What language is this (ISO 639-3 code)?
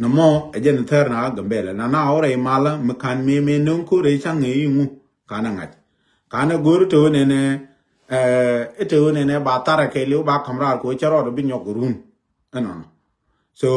nus